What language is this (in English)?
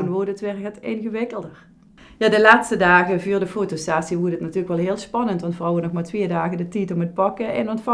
Limburgish